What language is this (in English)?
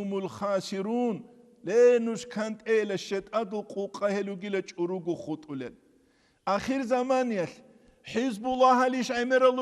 Avaric